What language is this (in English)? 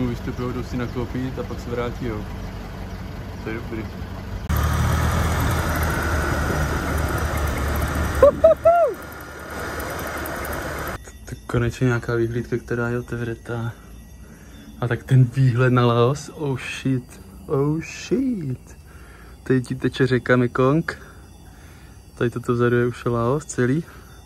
Czech